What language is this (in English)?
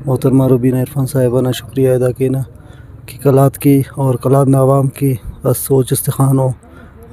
Brahui